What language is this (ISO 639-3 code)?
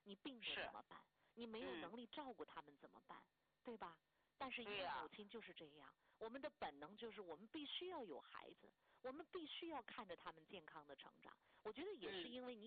zho